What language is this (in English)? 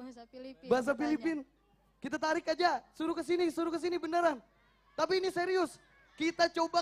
Banjar